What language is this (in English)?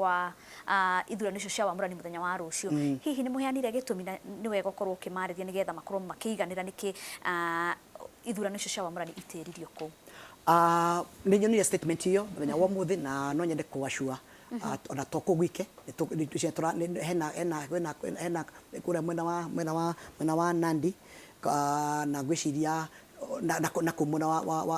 Kikuyu